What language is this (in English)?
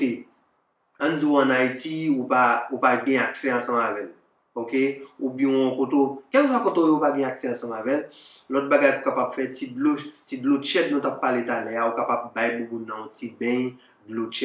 Haitian Creole